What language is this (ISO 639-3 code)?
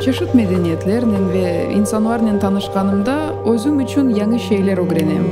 crh